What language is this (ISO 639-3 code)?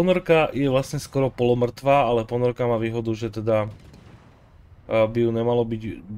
slk